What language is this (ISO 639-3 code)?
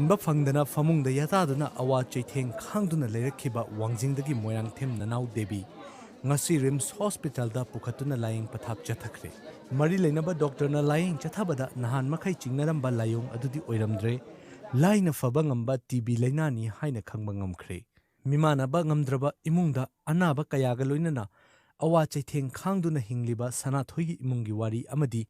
mni